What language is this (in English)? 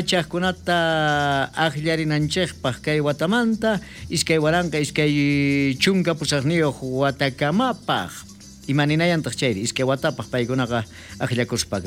South Bolivian Quechua